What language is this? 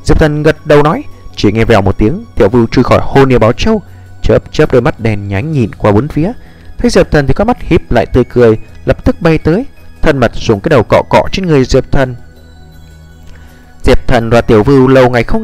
Vietnamese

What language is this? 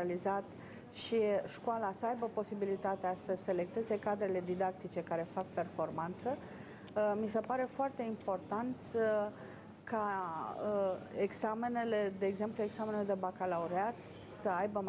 Romanian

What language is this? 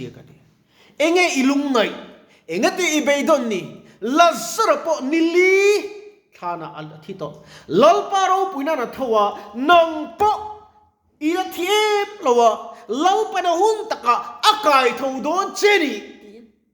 Mizo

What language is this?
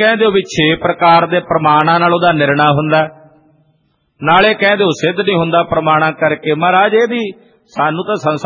Punjabi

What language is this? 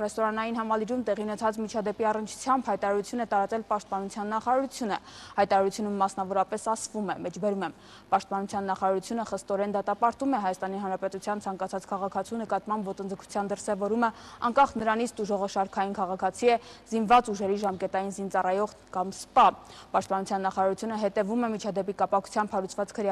Armenian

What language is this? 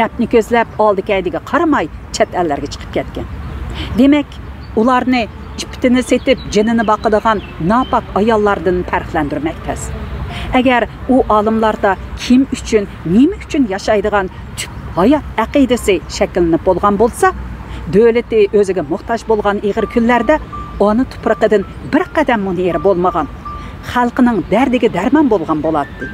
Uyghur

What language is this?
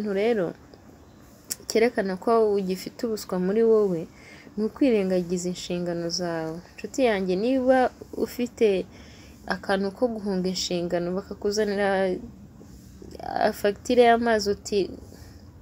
Kinyarwanda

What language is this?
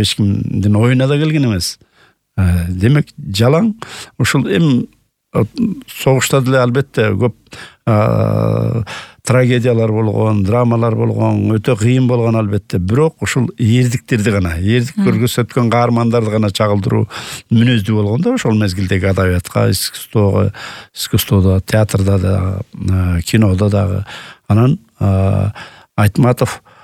Kyrgyz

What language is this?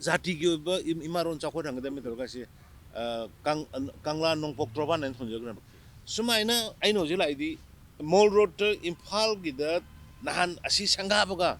Manipuri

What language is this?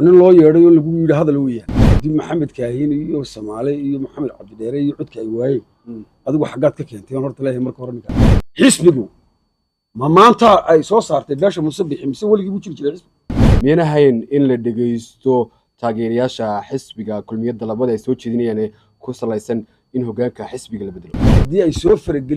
Somali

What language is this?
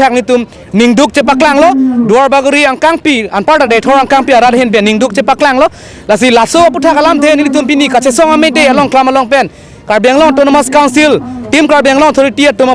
Karbi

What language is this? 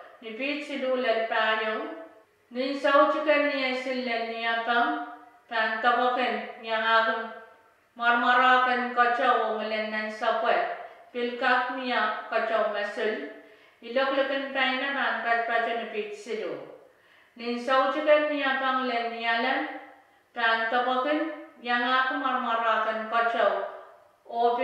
Pohnpeian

